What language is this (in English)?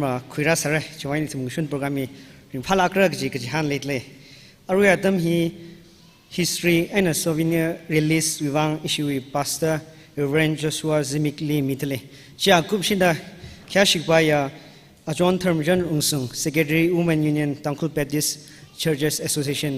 Tangkhul Naga (India)